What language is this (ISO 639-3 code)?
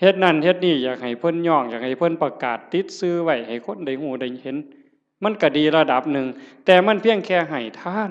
tts